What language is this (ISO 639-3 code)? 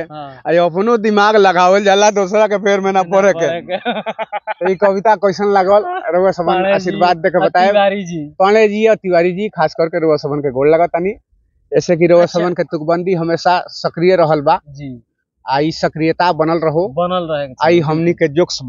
bho